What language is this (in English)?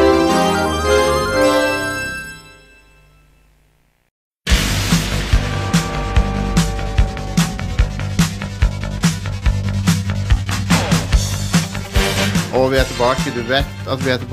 Norwegian